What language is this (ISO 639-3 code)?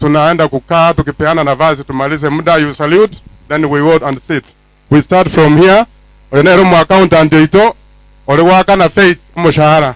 guz